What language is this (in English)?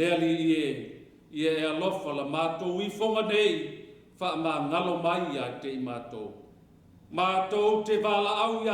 Samoan